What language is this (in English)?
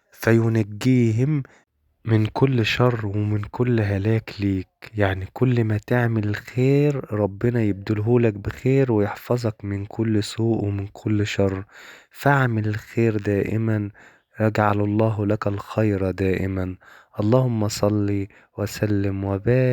Egyptian Arabic